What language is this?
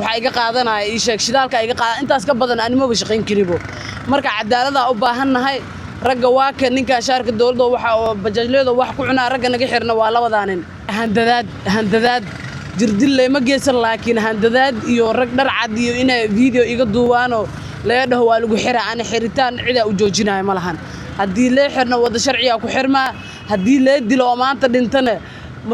Somali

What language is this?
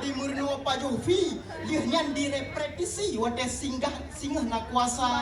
Achinese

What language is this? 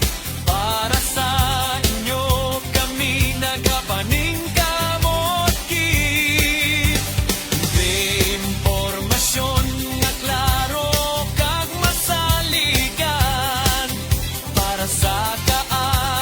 Hiligaynon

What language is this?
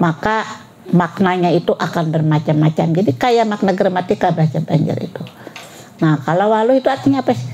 Banjar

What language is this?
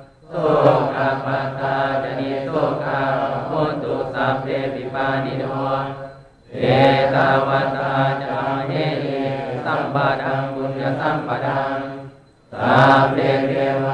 Pali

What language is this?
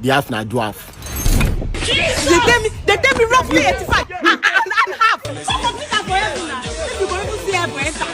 Nigerian Pidgin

